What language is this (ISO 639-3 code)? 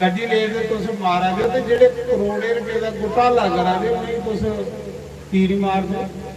doi